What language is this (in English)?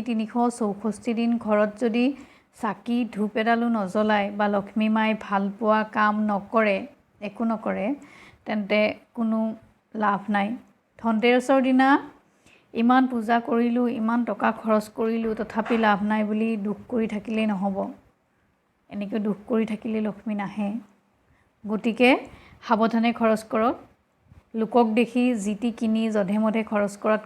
Assamese